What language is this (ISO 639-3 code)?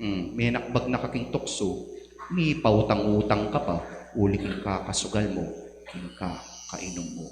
pam